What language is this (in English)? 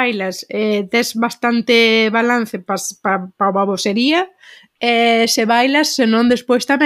Galician